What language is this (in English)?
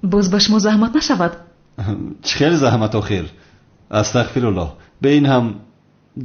Tajik